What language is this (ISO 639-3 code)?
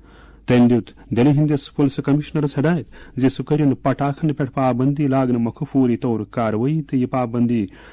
kas